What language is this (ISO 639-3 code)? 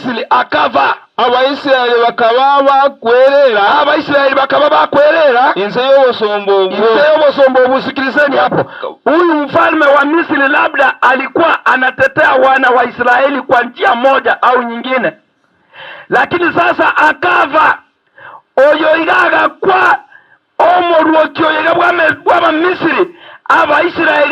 guz